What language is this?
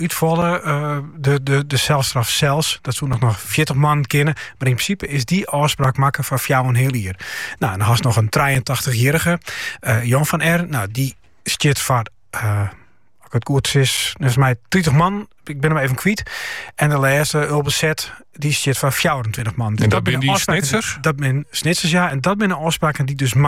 Dutch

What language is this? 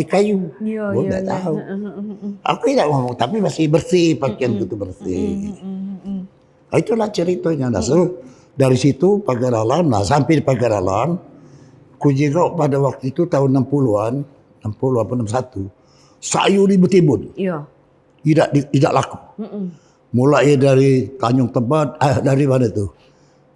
Musi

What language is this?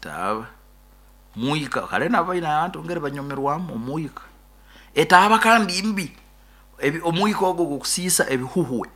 Nyoro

